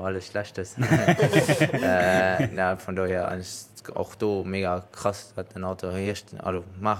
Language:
Luxembourgish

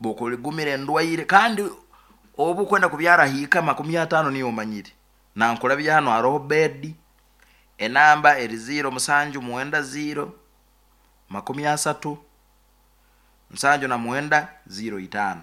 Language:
Nyoro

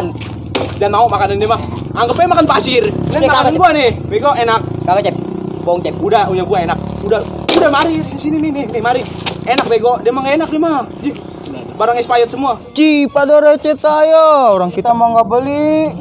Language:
Betawi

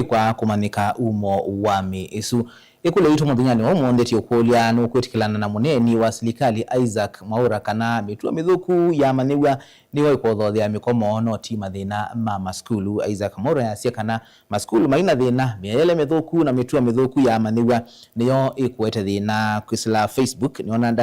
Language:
Kamba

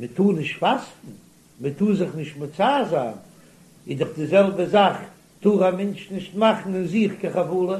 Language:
Yiddish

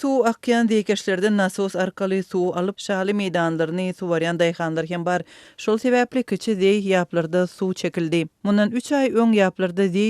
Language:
Turkmen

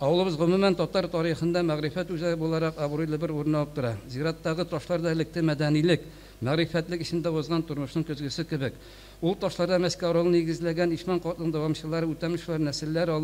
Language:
Tatar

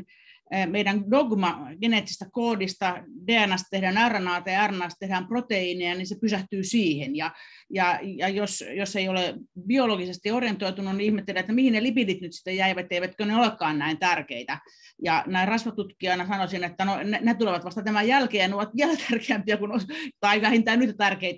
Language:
Finnish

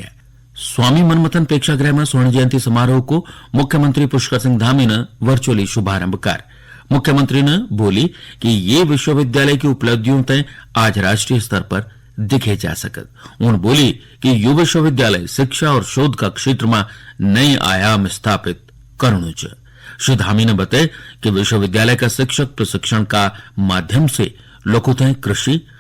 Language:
Garhwali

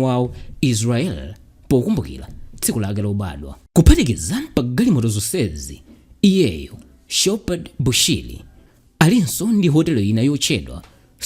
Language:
Nyanja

